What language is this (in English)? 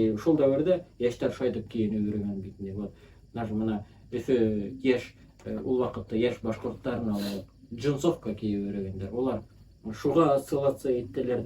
Bashkir